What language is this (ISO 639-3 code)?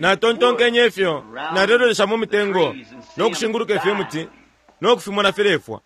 bem